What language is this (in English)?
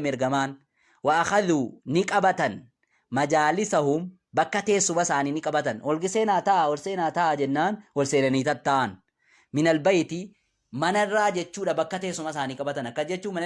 Oromo